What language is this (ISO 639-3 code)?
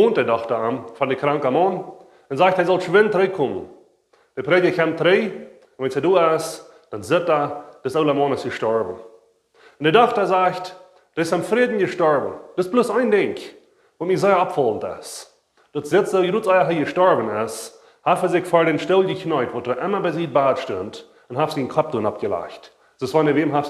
pdt